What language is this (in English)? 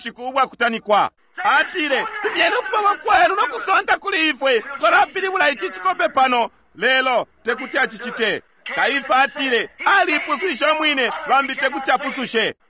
Bemba